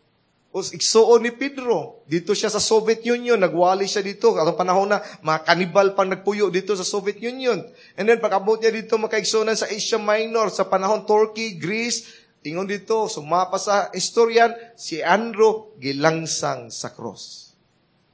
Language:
Cebuano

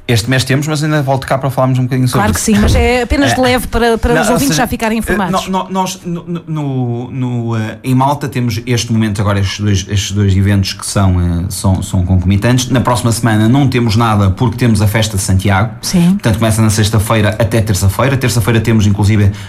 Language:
Portuguese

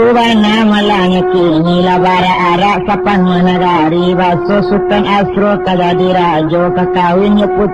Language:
Minangkabau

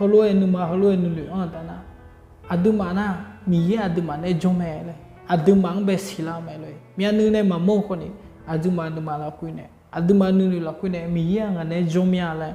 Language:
Akha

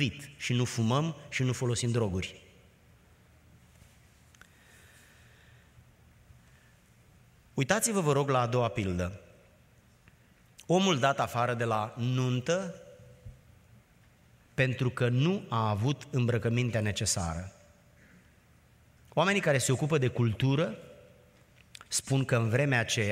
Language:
Romanian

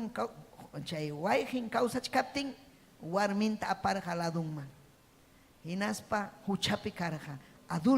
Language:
Ayacucho Quechua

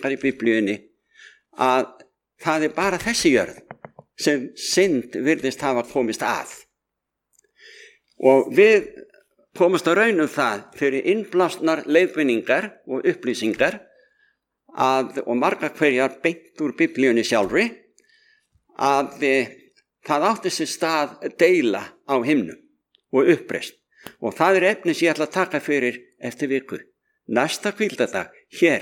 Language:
Icelandic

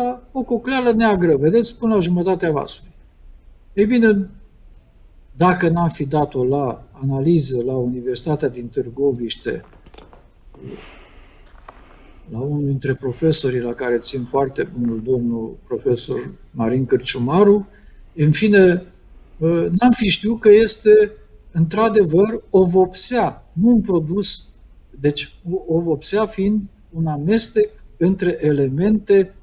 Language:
Romanian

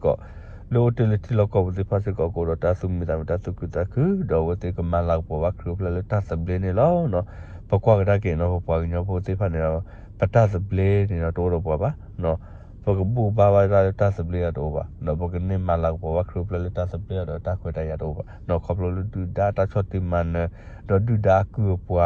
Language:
S'gaw Karen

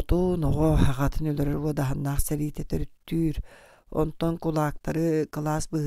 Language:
Yakut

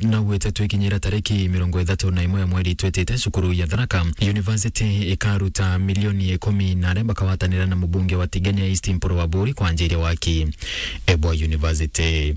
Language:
Meru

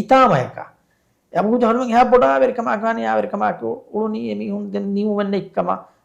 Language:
Divehi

